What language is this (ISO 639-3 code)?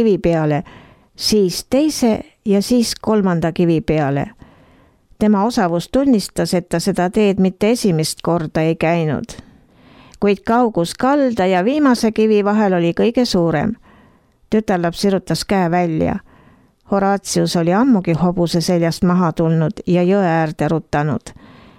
est